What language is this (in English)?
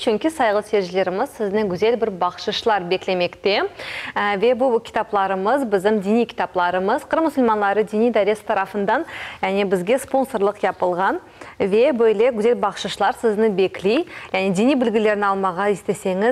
Crimean Tatar